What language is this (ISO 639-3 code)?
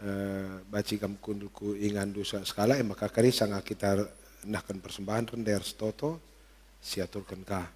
btx